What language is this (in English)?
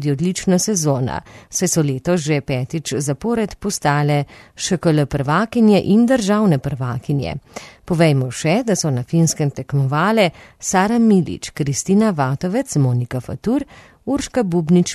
Slovenian